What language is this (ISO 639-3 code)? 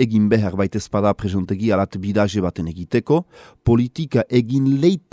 eus